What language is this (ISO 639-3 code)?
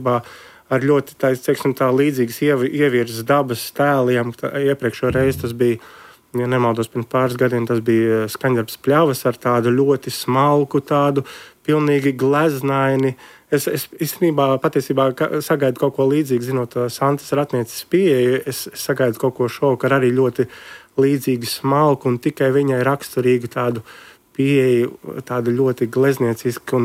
lav